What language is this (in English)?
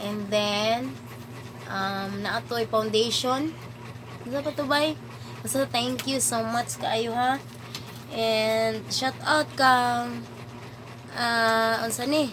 Cebuano